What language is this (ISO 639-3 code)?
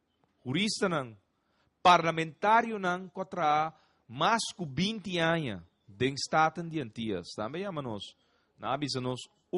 pap